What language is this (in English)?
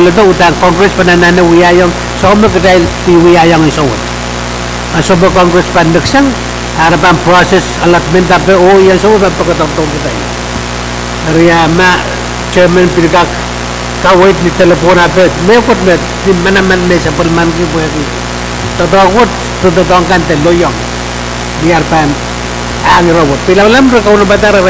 Pohnpeian